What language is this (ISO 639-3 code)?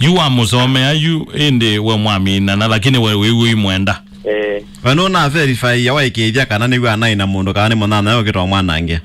kam